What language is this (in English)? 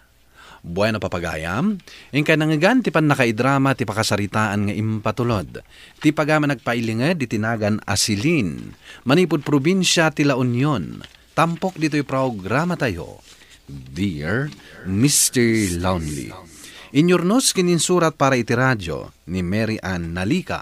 Iloko